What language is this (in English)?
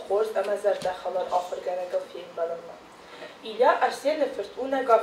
Ossetic